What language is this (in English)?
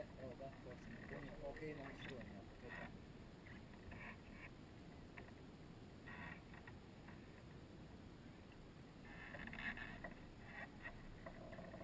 Croatian